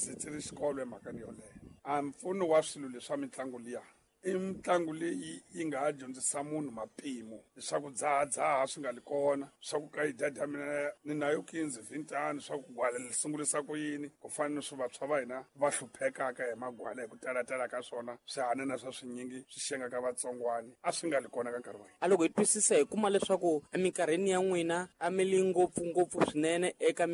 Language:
Tsonga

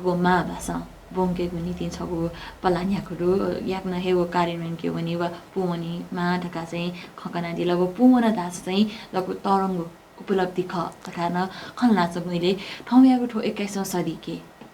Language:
Newari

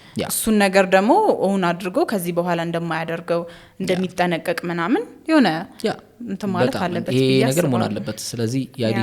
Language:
Amharic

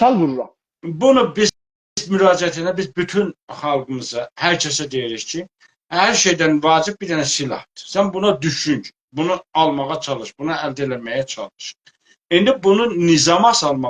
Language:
South Azerbaijani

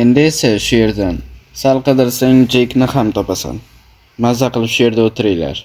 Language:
Uzbek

